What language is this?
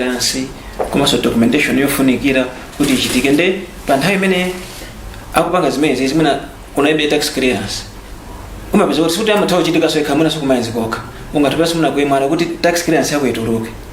Nyanja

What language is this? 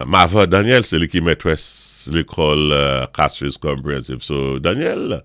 Saint Lucian Creole French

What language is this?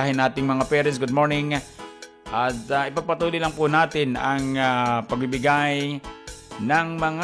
Filipino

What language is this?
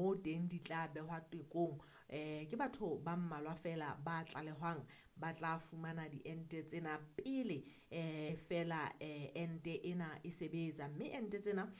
Southern Sotho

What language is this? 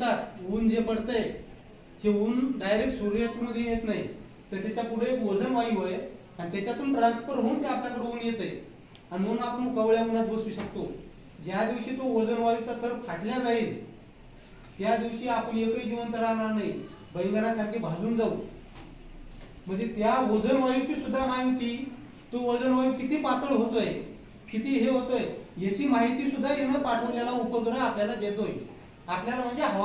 Marathi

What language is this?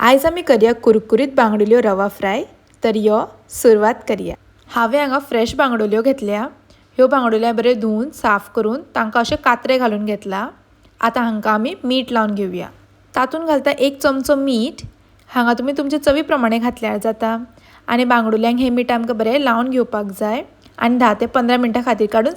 Konkani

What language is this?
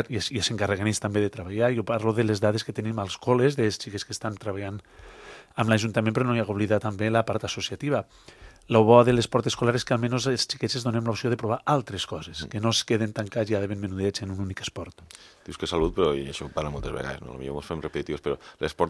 Catalan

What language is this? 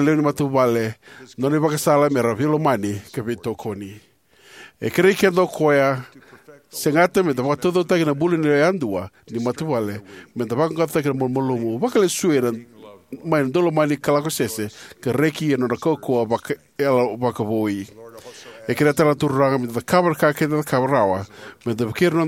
Fijian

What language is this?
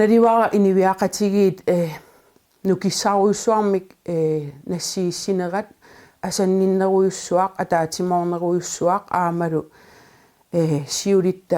Kalaallisut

